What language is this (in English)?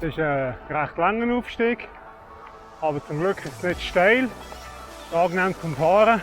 Swiss German